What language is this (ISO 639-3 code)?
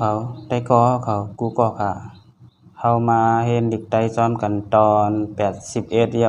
shn